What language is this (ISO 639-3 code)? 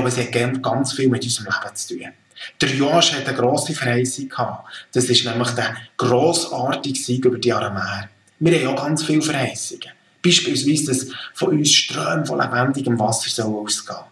gsw